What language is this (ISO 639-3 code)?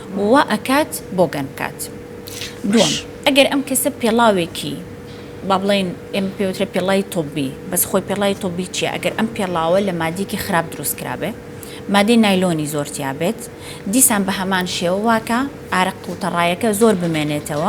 ckb